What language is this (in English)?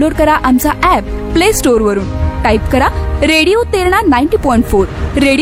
Marathi